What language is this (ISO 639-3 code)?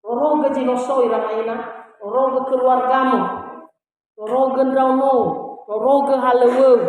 nia